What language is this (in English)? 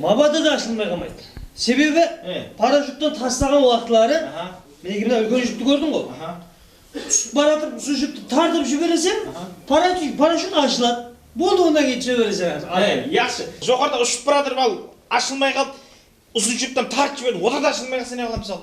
Kara-Kalpak